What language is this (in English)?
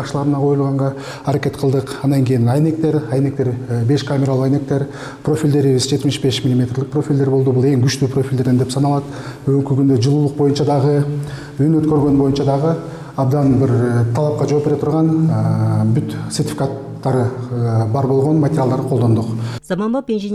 Kyrgyz